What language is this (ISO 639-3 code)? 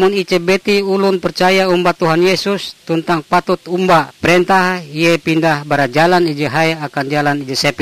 nij